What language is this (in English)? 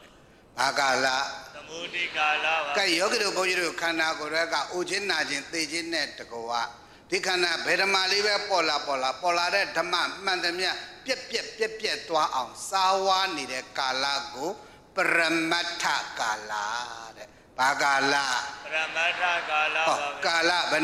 Burmese